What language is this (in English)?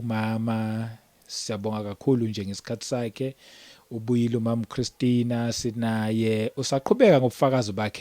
Zulu